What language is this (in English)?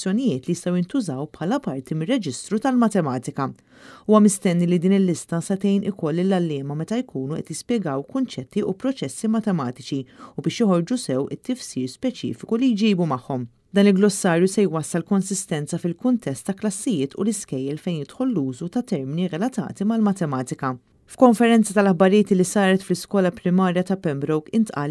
Maltese